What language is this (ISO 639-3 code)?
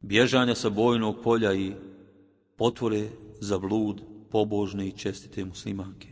bos